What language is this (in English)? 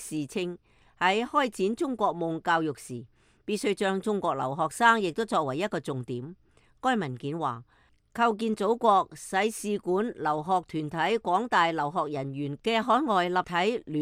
Cantonese